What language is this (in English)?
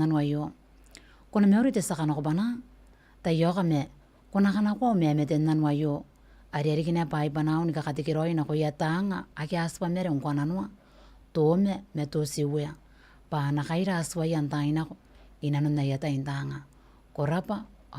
Gilbertese